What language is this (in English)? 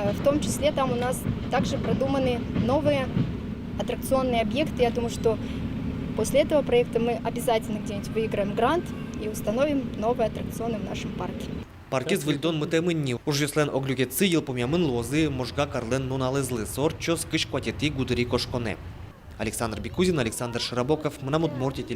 Udmurt